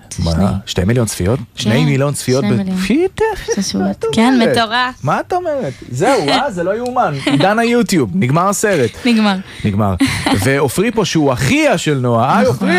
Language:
Hebrew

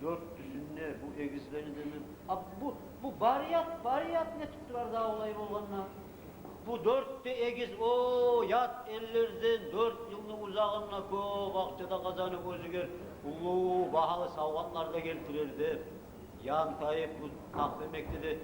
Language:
Kumyk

